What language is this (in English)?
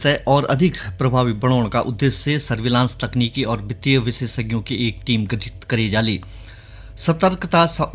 Garhwali